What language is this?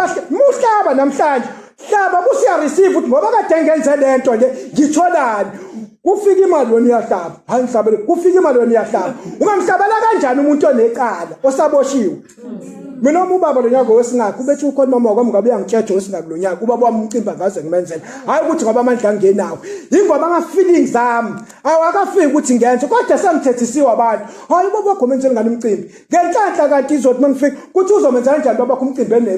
Zulu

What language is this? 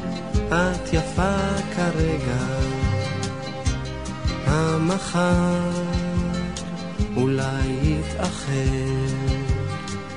Hebrew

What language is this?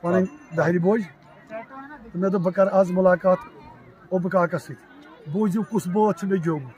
Kashmiri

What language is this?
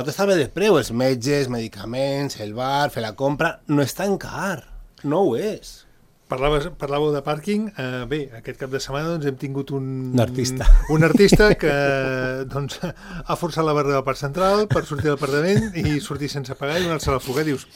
Catalan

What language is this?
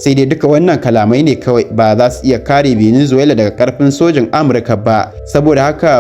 Hausa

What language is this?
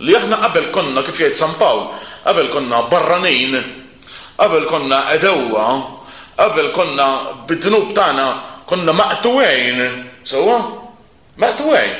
Maltese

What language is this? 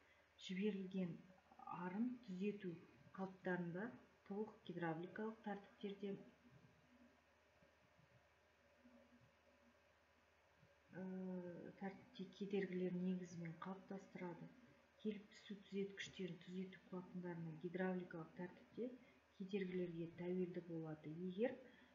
Kazakh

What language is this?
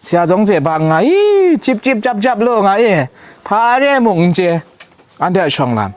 Kachin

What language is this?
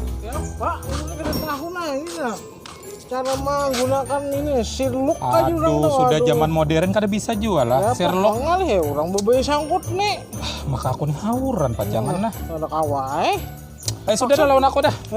Banjar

